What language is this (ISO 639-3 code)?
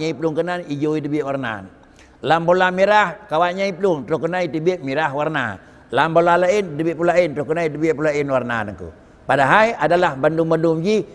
ace